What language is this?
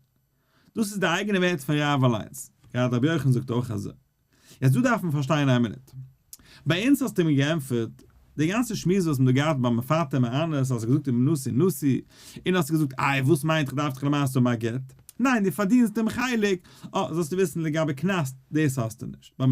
Yiddish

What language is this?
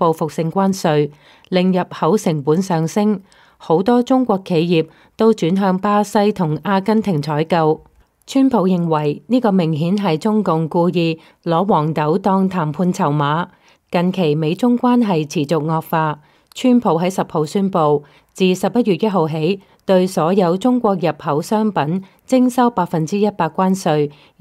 Cantonese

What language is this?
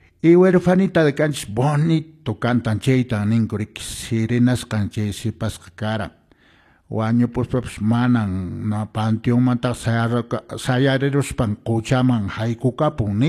Quechua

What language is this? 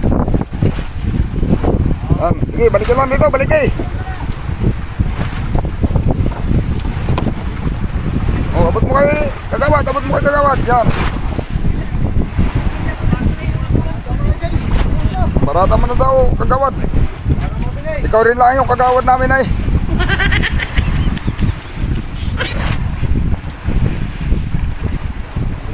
Filipino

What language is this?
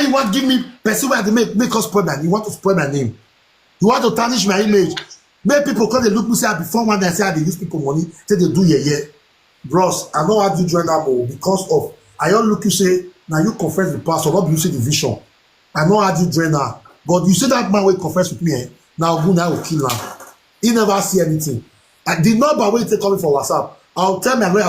Nigerian Pidgin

